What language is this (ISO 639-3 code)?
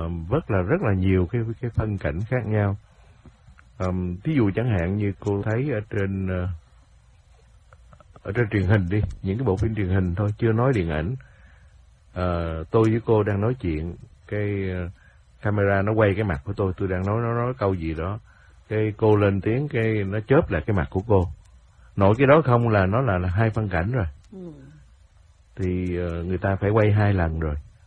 vie